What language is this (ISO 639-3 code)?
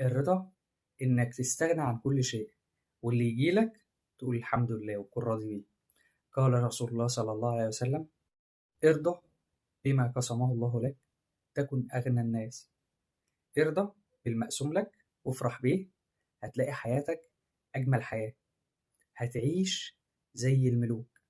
arz